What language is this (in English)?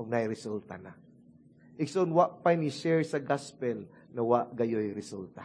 Cebuano